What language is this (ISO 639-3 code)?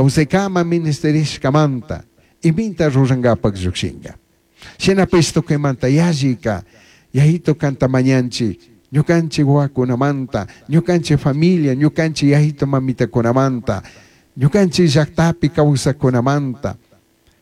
qug